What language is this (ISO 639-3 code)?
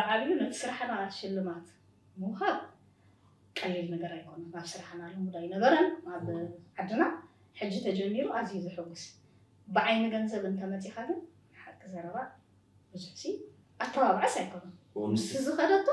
tir